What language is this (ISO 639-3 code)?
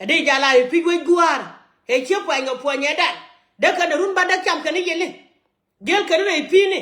nus